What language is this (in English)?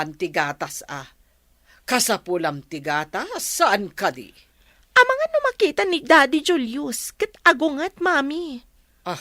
Iloko